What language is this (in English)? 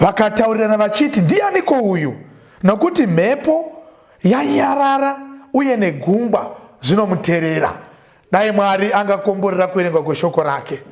Shona